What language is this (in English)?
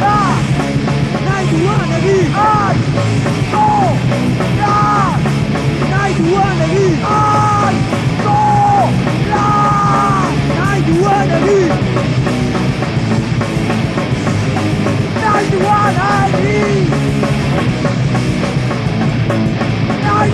Basque